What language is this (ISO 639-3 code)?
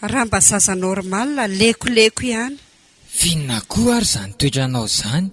mlg